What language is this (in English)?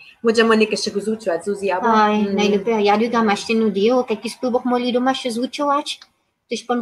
Upper Sorbian